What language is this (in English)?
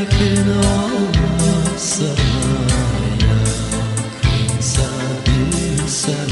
Gagauz